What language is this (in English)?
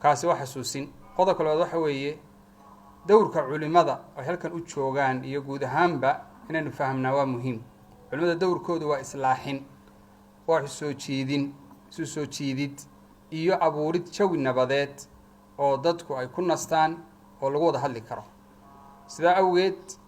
Somali